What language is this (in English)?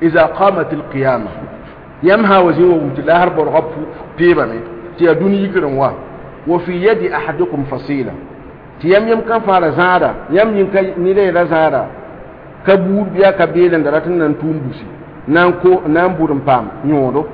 Mossi